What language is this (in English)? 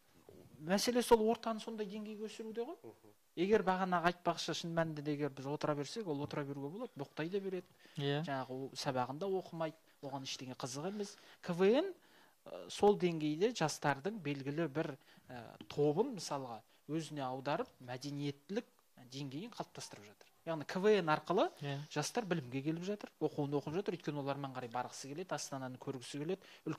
Kazakh